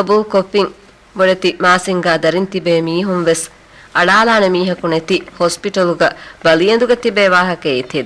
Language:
Divehi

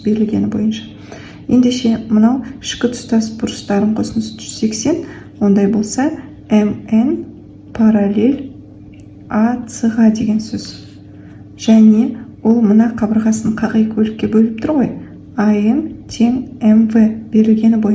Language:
Kazakh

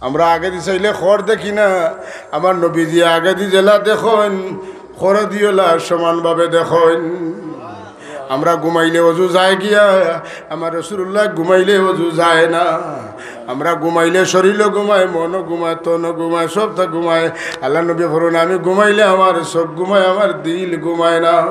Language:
Sylheti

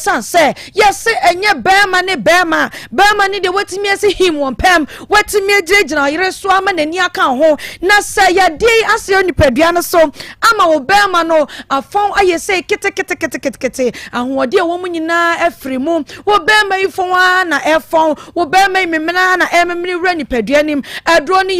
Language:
Akan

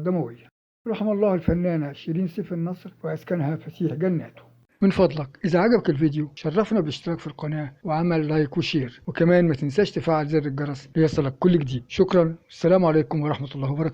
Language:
Egyptian Arabic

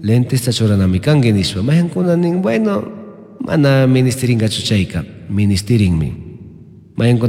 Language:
Chimborazo Highland Quichua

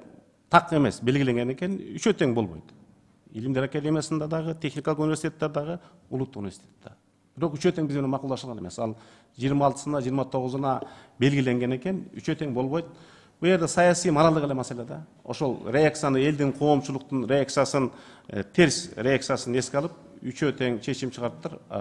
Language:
Kyrgyz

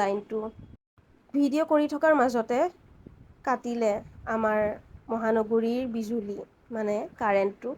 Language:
Assamese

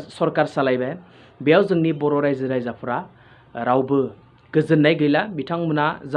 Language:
Bodo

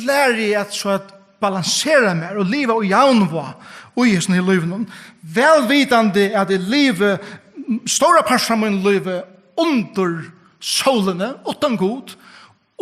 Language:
Faroese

